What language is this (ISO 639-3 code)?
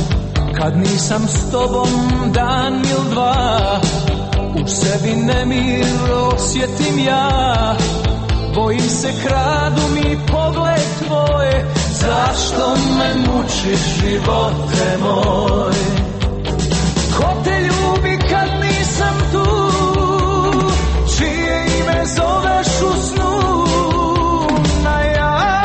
hrv